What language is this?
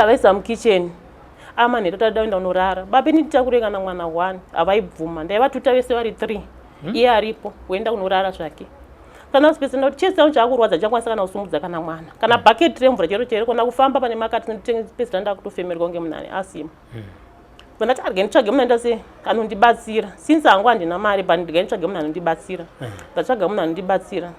Shona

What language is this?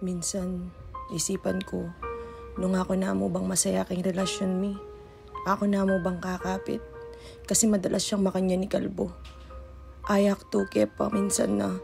Pampanga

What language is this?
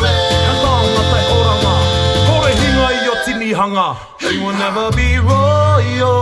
Māori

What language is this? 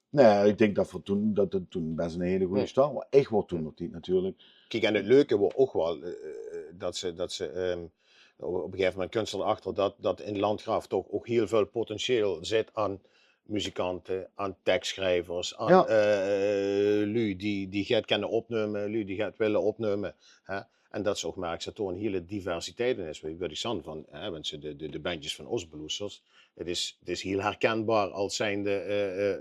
Limburgish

